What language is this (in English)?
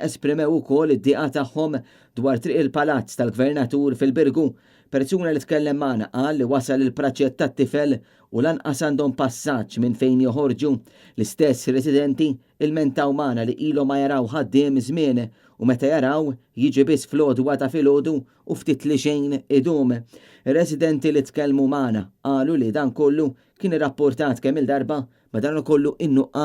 Maltese